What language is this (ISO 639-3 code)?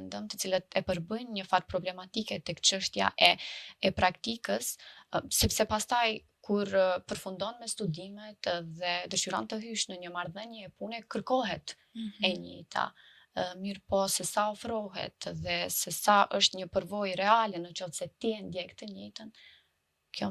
sqi